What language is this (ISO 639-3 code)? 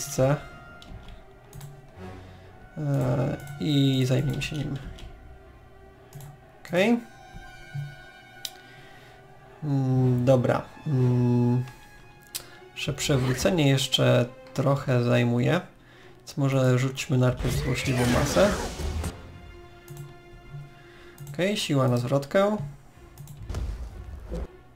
pol